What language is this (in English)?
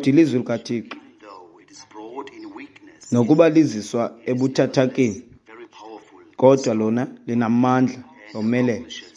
Xhosa